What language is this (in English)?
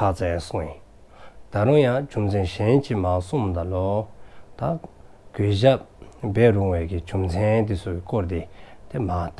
Dzongkha